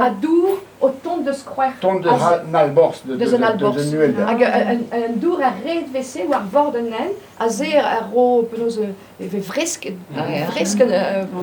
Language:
Breton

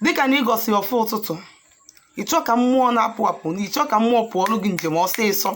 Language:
Igbo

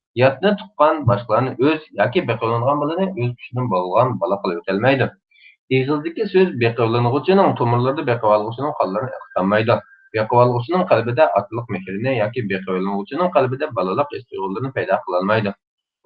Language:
Uyghur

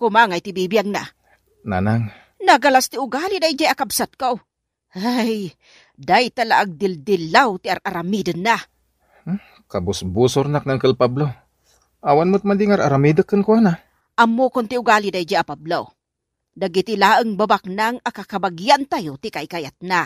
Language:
Iloko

